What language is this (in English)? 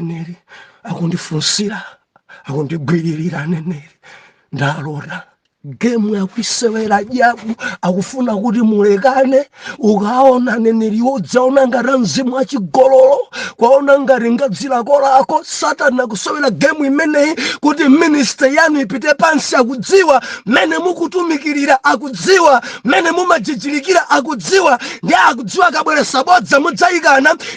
Nyanja